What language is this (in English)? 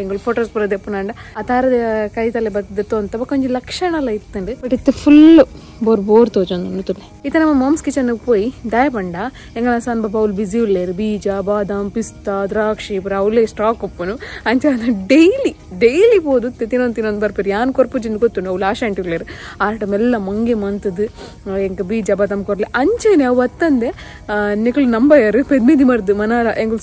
Tulu